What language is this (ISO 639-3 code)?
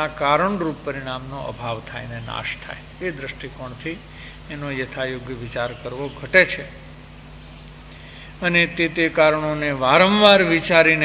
guj